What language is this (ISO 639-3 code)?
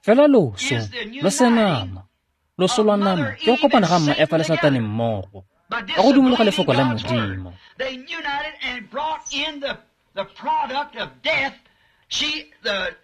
tsn